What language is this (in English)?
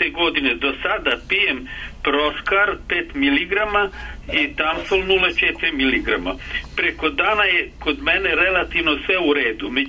Serbian